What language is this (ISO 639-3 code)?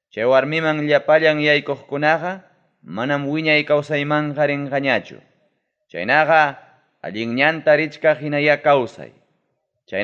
quy